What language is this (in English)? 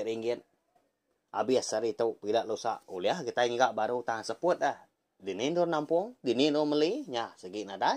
Iban